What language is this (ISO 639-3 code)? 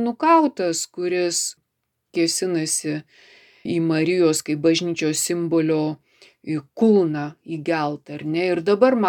lit